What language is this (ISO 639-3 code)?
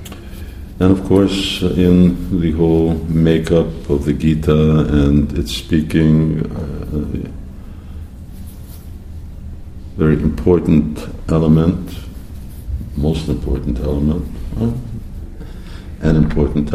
eng